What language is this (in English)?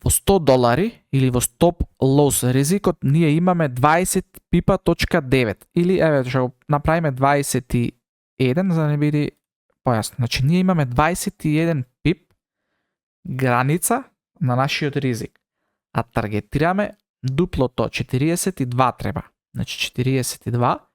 Macedonian